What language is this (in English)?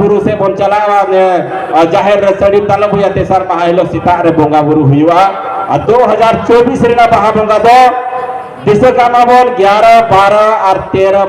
Santali